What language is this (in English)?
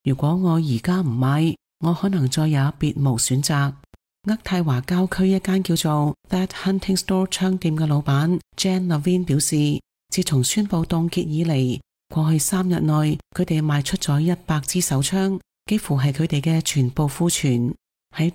Cantonese